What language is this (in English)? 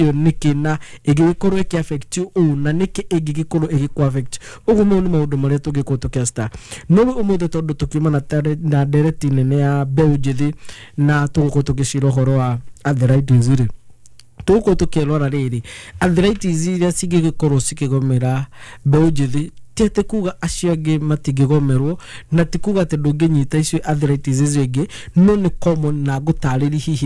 Kikuyu